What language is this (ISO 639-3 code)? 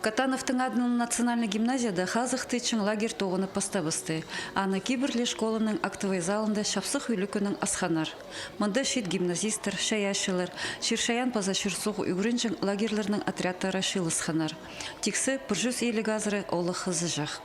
kjh